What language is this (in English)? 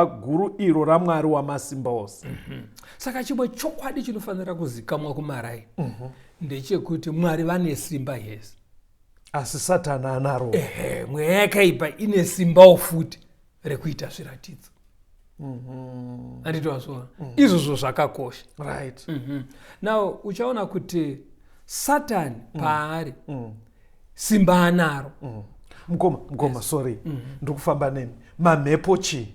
Shona